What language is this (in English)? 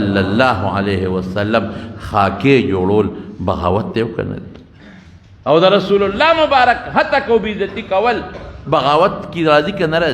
Pashto